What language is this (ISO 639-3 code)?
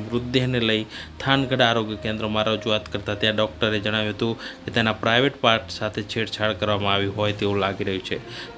guj